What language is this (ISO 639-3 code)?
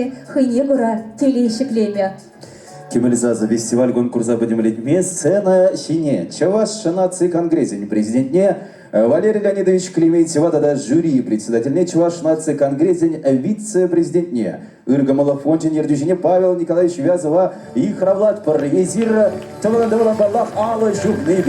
chv